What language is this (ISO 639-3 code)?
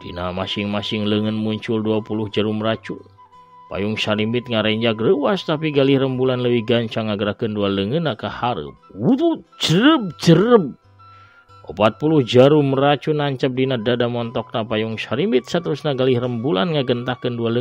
sun